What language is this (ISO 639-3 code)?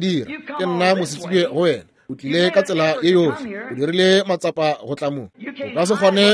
nso